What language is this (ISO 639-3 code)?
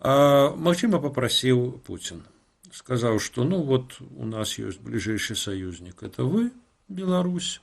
bel